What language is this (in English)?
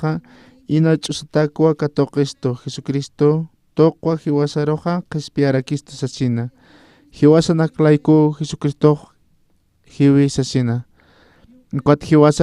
Aymara